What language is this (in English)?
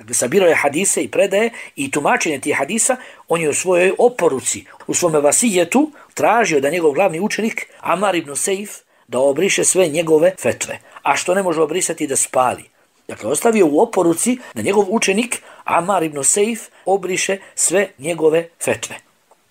Bosnian